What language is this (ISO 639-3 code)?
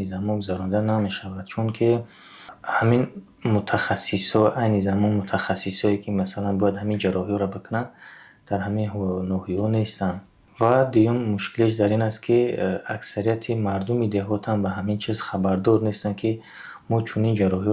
tgk